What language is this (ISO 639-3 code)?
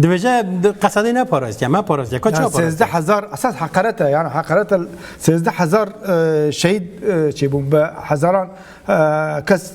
kur